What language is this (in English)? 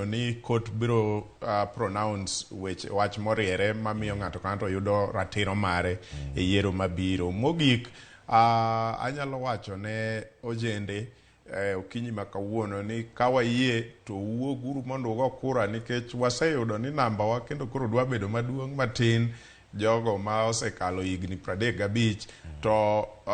Luo (Kenya and Tanzania)